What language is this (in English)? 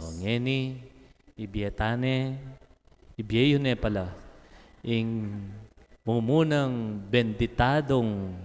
Pampanga